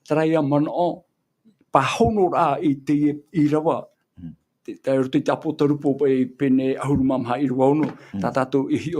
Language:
Tahitian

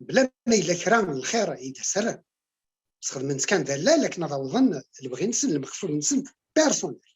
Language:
Kabyle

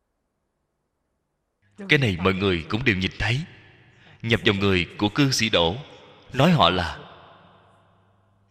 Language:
Vietnamese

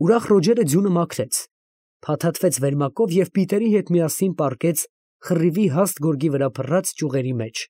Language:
Armenian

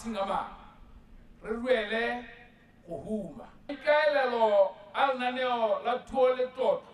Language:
Tswana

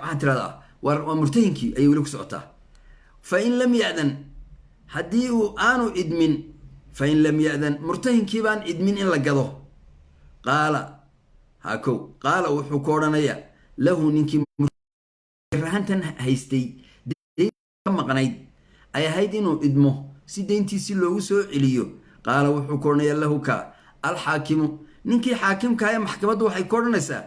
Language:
Somali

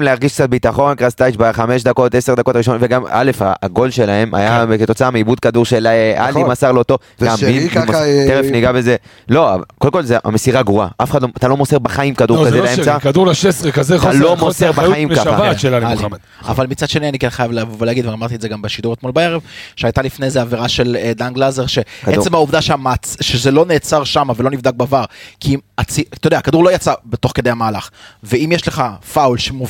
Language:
Hebrew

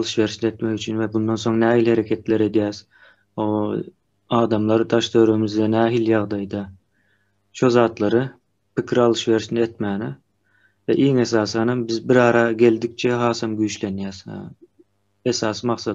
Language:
Turkmen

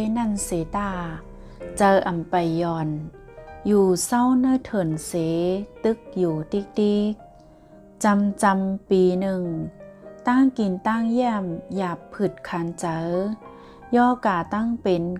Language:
Shan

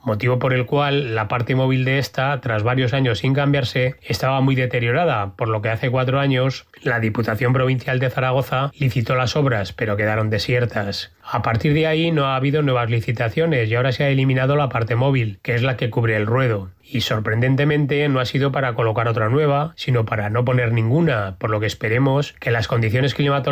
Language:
Spanish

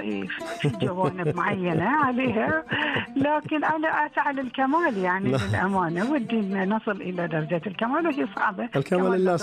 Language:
Najdi Arabic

